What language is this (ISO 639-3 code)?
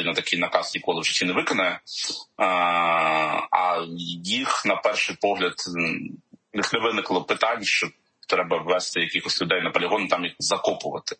ukr